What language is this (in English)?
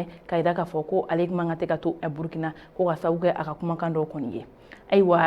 Bambara